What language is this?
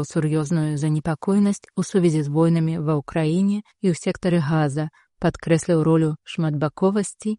Belarusian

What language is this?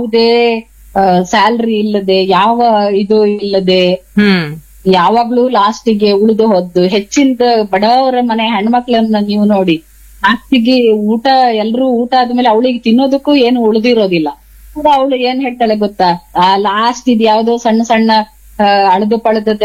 Kannada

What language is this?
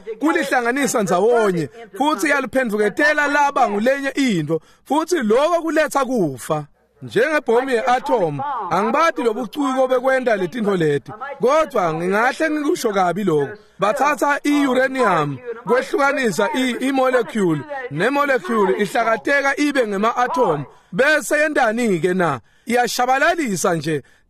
Swati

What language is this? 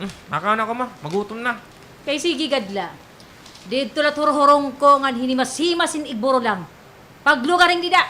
Waray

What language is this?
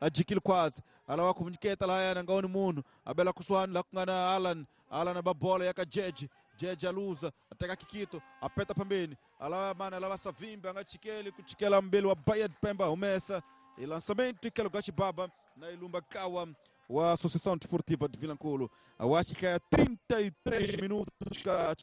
Tsonga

